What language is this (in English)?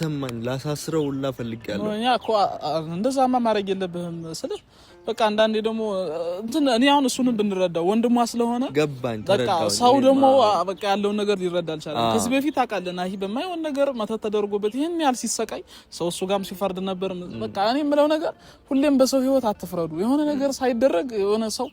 Amharic